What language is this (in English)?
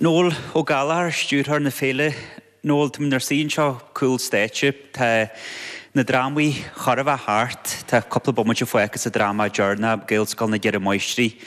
Irish